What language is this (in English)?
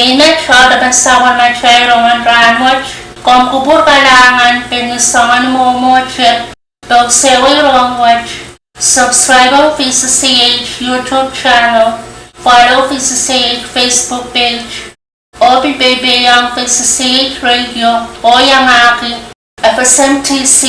Pohnpeian